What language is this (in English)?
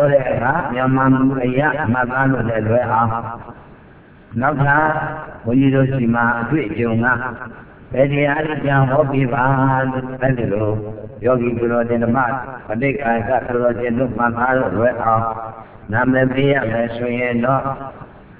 Burmese